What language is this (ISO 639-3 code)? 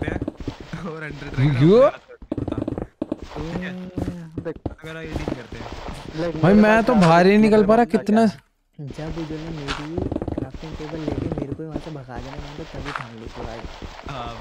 hin